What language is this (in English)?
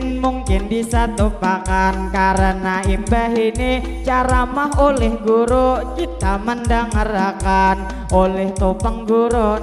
Banjar